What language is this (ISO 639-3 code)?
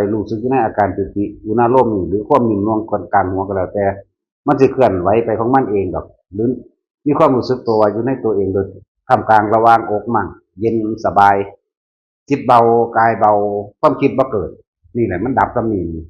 tts